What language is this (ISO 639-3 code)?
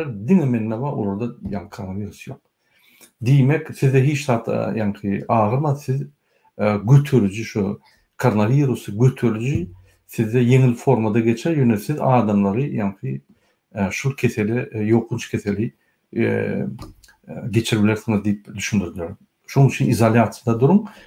tuk